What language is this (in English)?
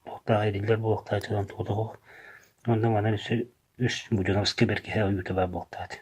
Yakut